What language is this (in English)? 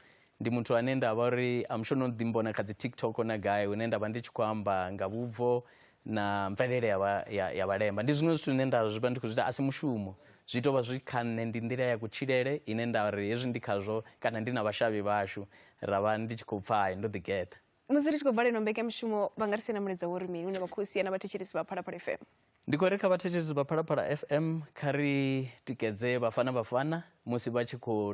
Venda